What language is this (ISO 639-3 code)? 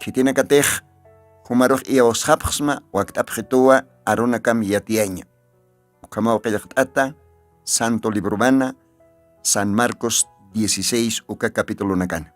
aym